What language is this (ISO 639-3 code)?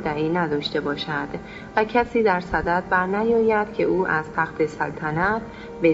fas